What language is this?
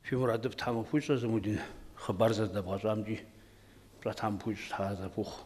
Kabardian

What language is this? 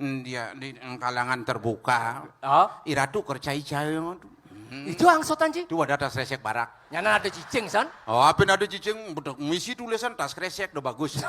Balinese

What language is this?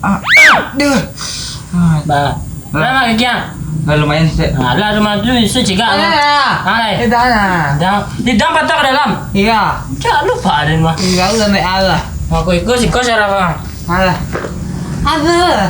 Minangkabau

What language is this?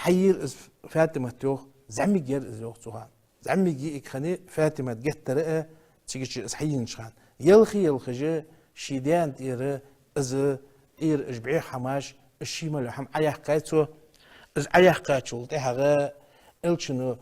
Ingush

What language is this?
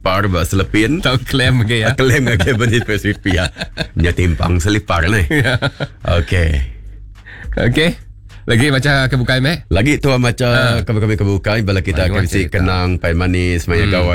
Iban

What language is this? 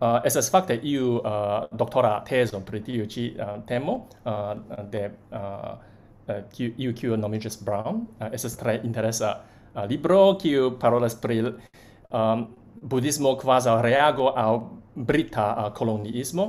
Esperanto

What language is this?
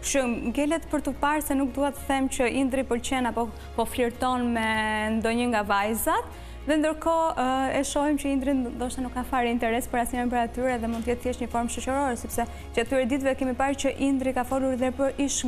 Albanian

